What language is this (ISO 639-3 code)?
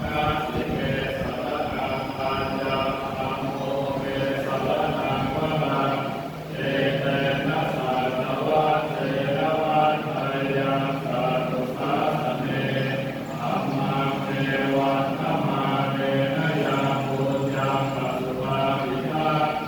pli